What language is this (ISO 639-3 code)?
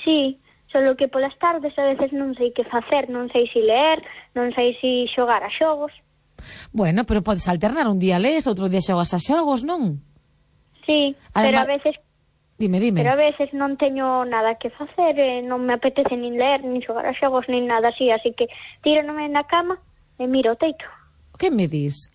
glg